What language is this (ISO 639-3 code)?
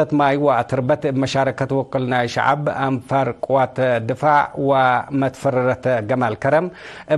tig